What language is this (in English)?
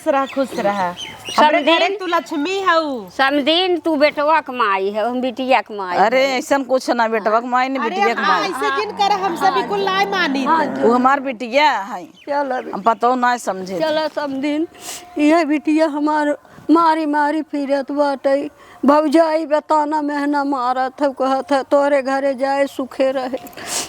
Awadhi